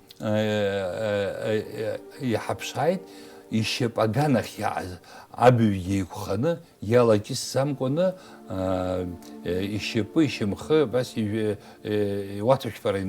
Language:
Abkhazian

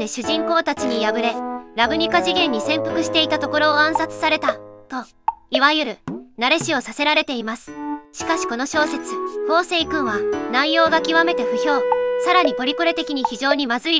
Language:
Japanese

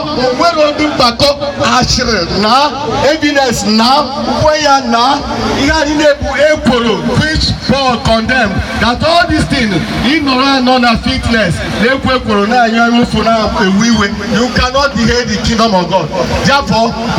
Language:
Igbo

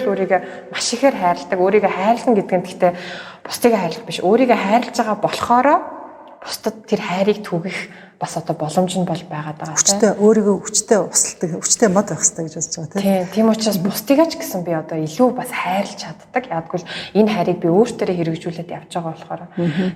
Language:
Mongolian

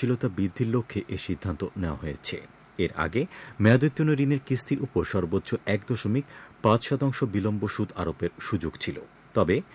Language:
Bangla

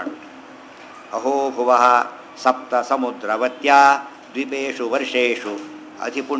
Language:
Kannada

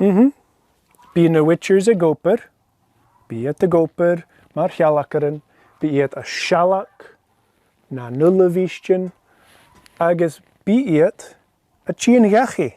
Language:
Scottish Gaelic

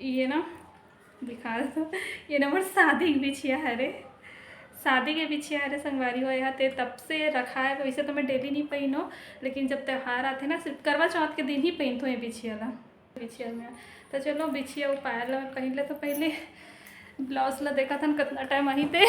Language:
Chhattisgarhi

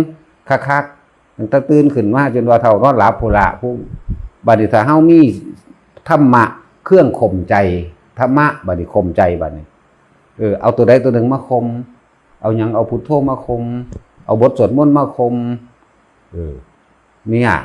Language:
Northeastern Thai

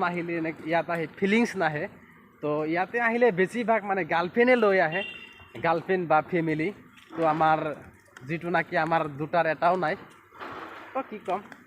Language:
Assamese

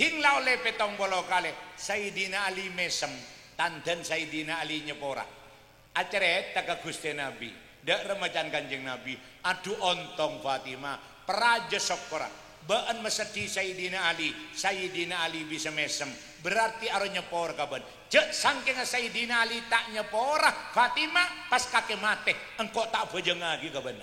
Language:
Madurese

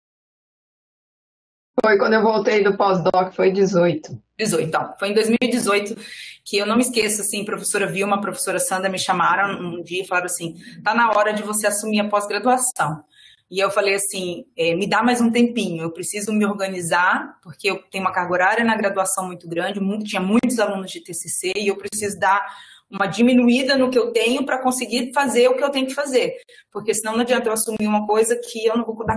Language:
Portuguese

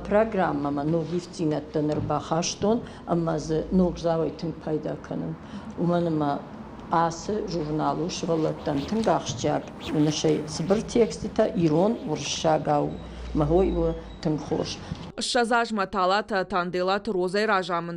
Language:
Ossetic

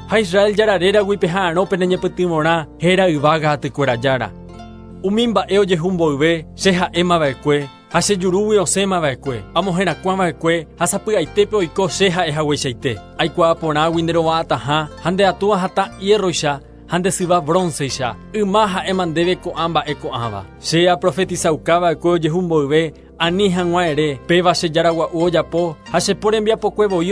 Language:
Guarani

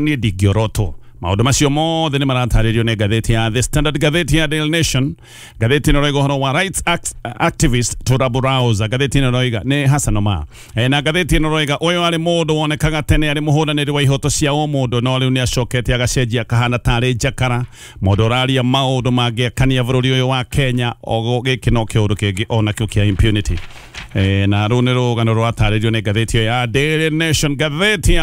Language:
Kikuyu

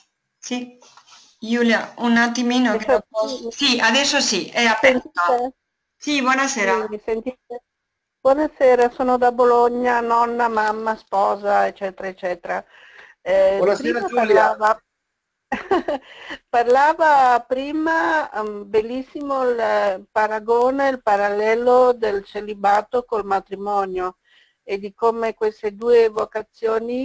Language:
Italian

